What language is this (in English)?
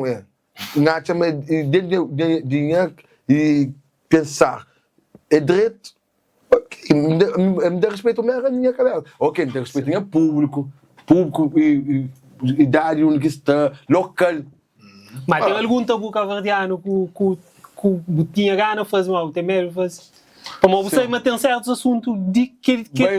Kabuverdianu